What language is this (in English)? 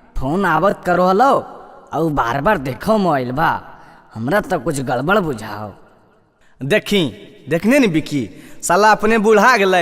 Magahi